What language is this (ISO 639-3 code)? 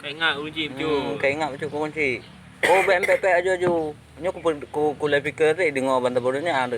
ace